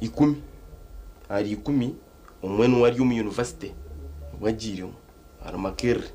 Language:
Nyankole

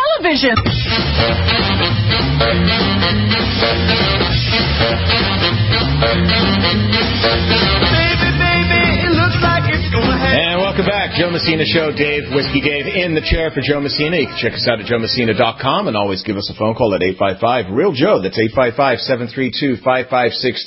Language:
English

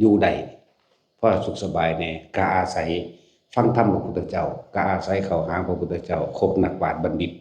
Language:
Northeastern Thai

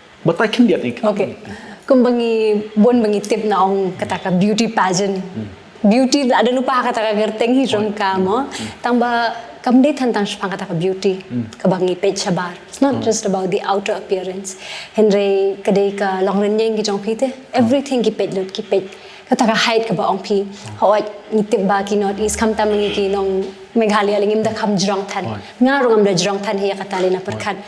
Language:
Khasi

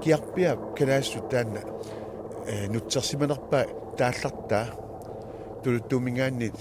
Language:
Kalaallisut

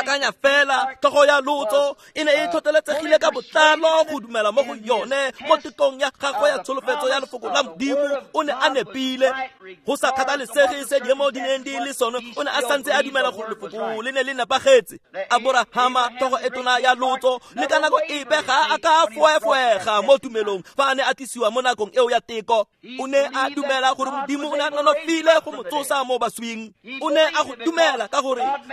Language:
Tswana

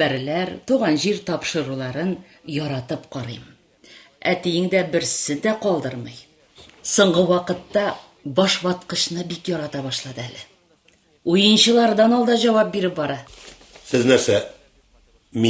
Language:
Tatar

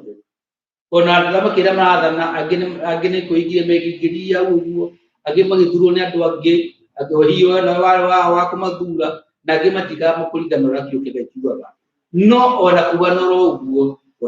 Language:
Kikuyu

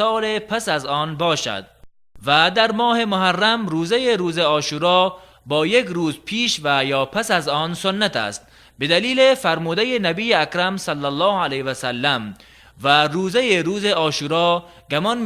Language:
Tajik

